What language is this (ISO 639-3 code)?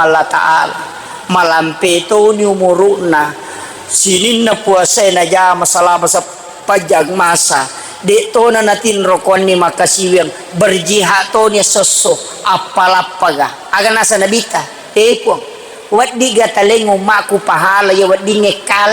bug